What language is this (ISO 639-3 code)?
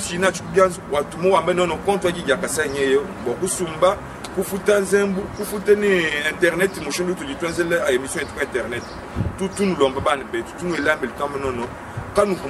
lua